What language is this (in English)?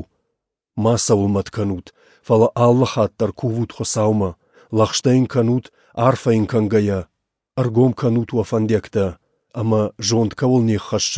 Ossetic